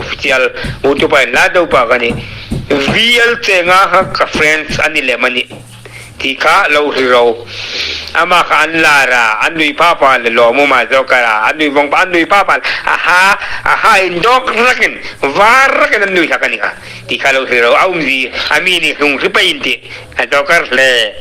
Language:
Hmar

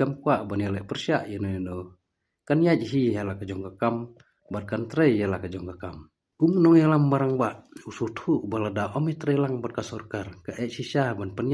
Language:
Khasi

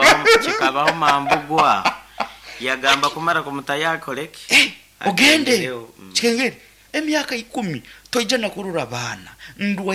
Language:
Nyankole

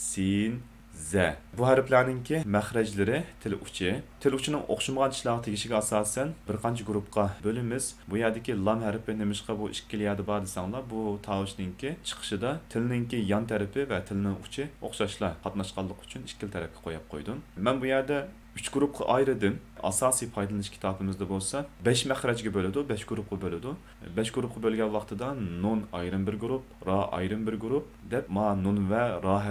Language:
Uyghur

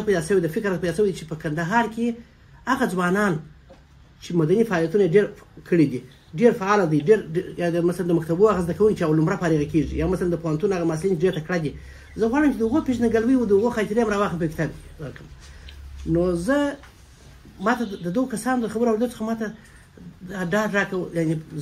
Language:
Pashto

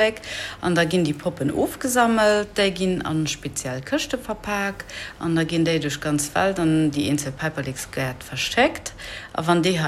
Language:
Luxembourgish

